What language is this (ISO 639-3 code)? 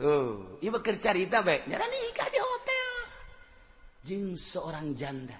sun